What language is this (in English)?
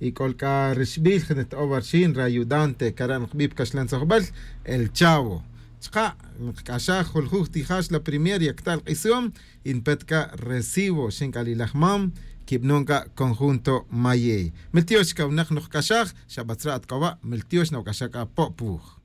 Tz'utujil